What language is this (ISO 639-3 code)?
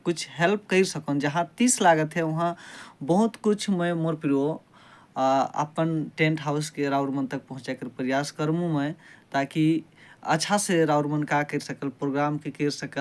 sck